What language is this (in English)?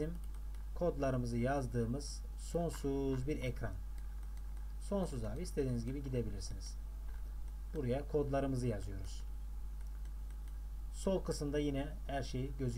Turkish